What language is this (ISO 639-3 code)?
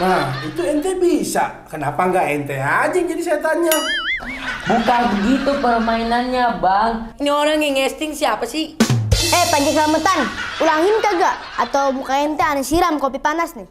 bew